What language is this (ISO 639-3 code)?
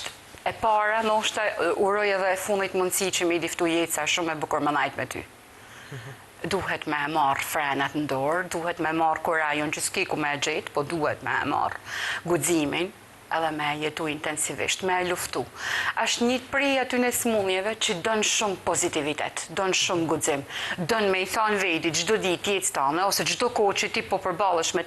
sqi